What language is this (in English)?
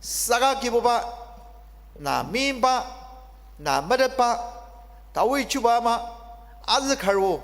Ao Naga